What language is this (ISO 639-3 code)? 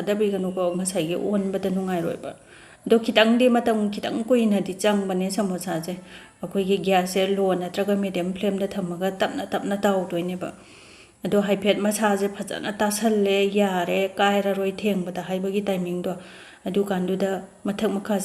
mni